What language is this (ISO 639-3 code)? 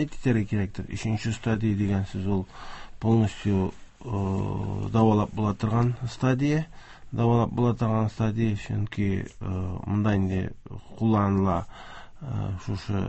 tat